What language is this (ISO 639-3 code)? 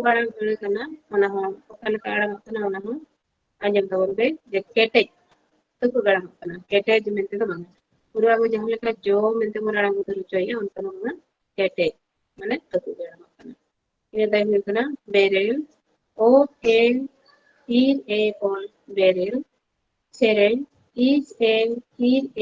sat